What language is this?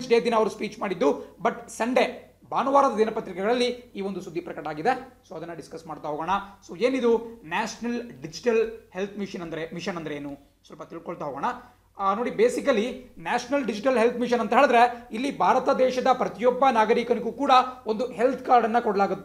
Kannada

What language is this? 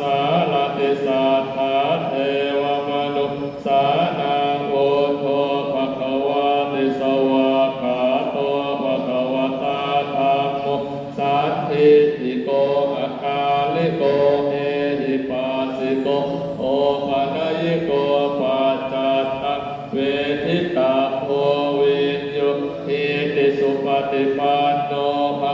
Pali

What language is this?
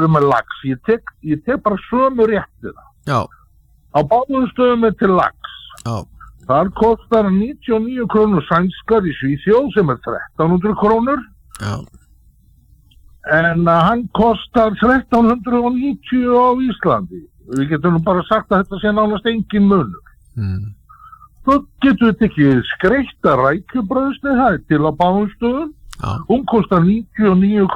Icelandic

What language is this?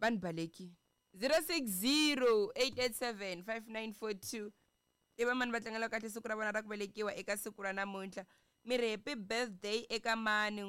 Tsonga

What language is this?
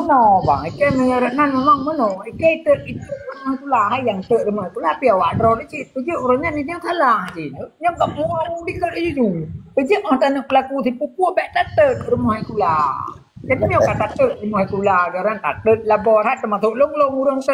Achinese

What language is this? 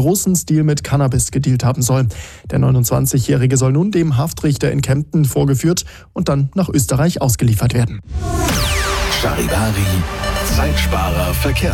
German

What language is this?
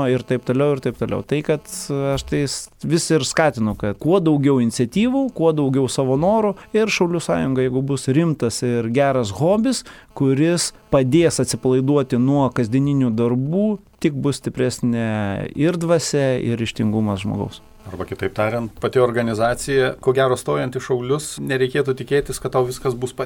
Lithuanian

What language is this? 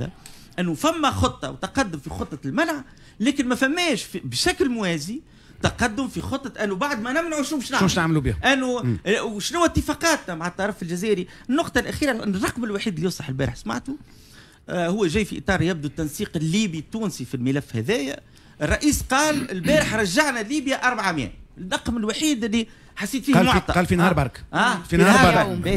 Tunisian Arabic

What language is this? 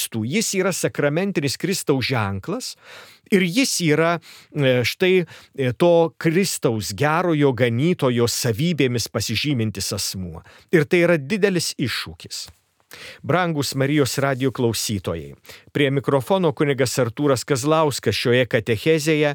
Lithuanian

